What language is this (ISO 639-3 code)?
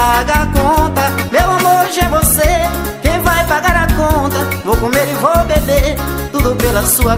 por